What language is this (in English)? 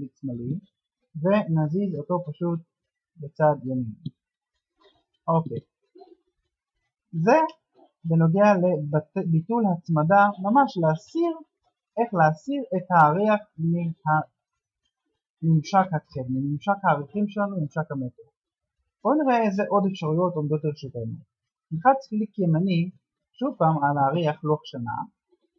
Hebrew